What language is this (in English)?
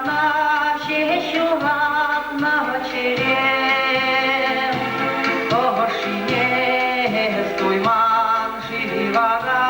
Chuvash